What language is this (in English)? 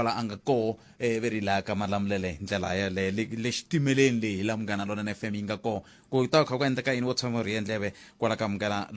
Tsonga